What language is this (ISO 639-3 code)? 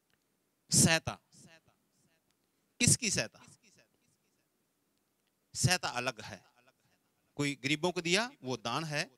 hin